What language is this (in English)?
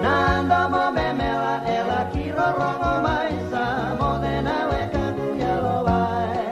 Fijian